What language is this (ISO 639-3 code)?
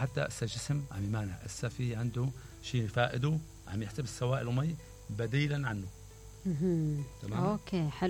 acm